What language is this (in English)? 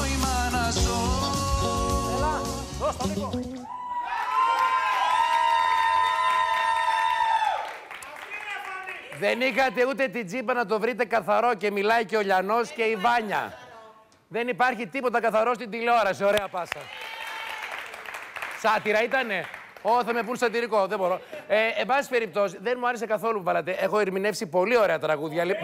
Greek